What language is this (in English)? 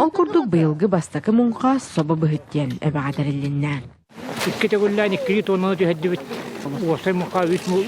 Yakut